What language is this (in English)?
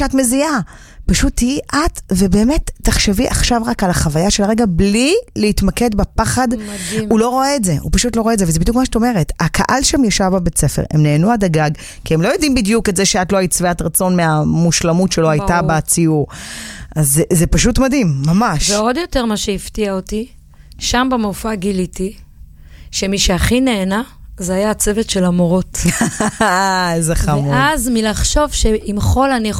Hebrew